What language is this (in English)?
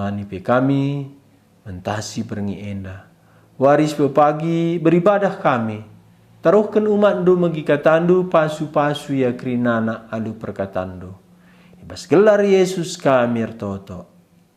Batak Karo